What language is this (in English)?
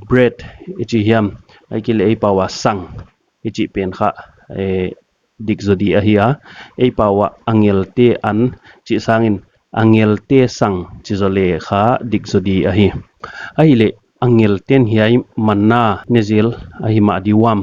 Paite Chin